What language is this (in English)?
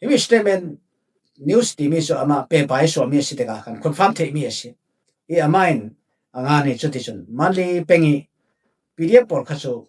Falam Chin